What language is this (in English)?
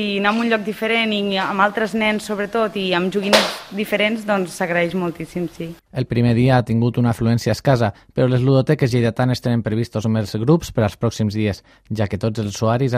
Catalan